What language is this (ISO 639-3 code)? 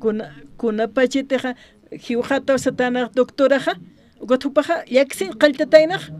aym